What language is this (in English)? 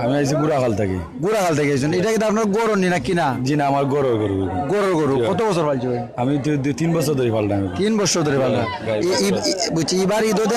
Sylheti